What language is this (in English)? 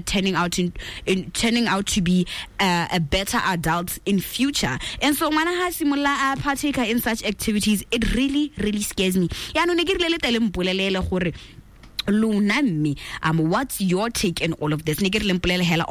Tswana